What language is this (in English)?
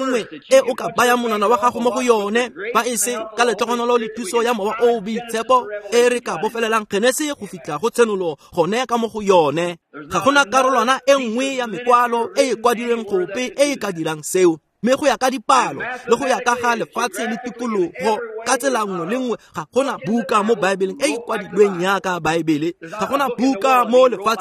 Tswana